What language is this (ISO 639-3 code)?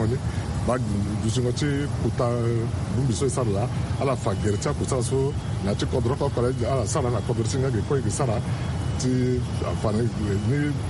sag